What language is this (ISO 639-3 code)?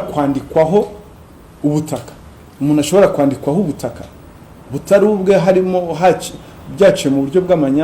kin